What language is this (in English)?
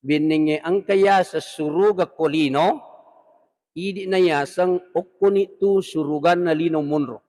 Buginese